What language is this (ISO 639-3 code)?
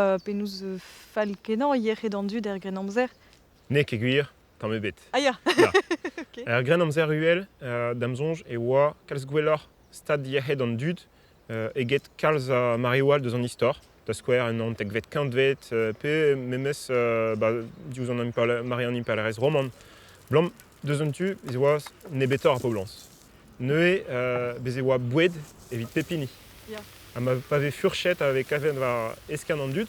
bre